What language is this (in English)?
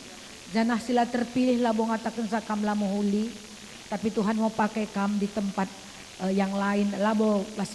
Batak Karo